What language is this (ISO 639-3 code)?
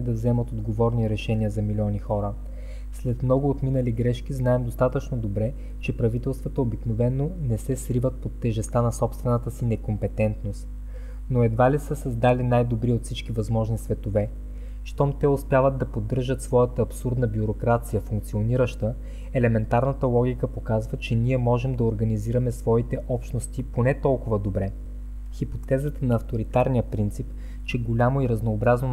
bul